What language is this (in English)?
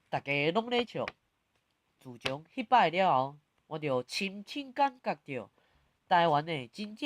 Min Nan Chinese